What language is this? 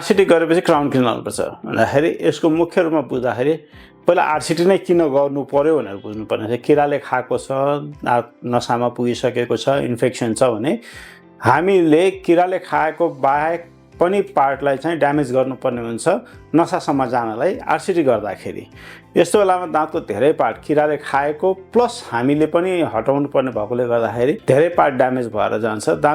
Nepali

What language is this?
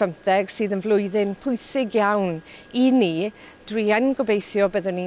Welsh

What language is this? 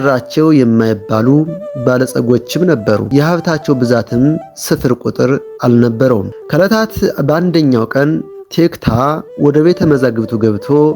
Amharic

